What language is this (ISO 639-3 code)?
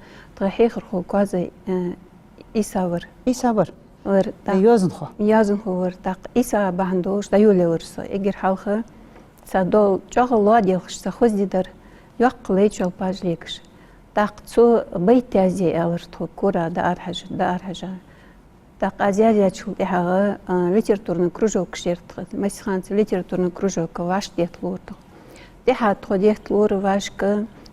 inh